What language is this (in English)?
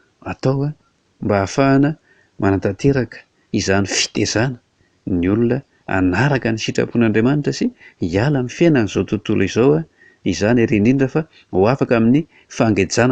Malagasy